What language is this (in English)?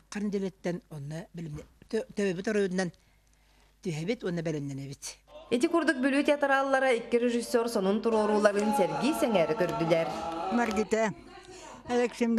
Yakut